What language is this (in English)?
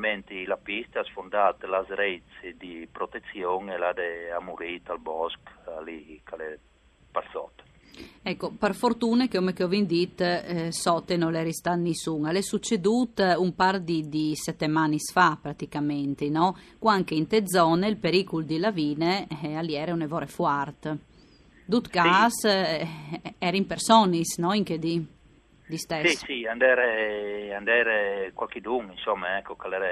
Friulian